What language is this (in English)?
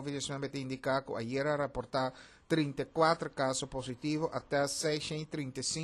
Papiamento